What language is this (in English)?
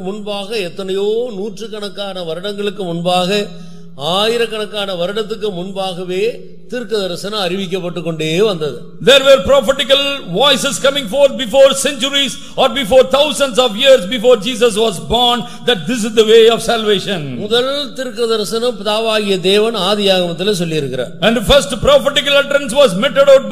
Tamil